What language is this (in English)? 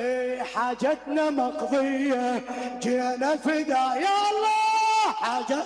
Mesopotamian Arabic